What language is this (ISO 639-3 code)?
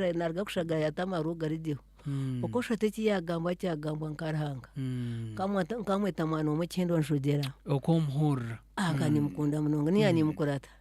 nyn